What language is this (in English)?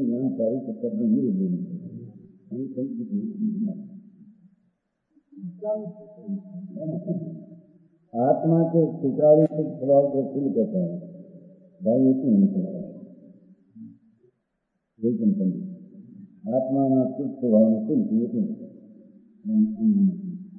Hindi